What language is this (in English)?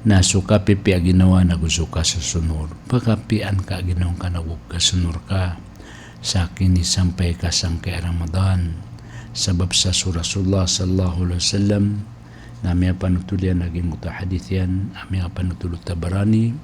Maranao